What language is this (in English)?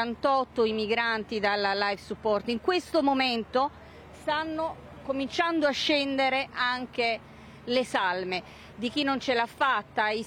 Italian